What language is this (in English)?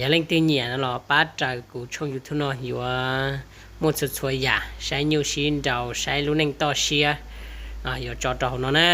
Hmong